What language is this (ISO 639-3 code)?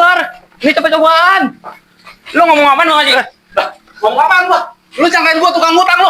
bew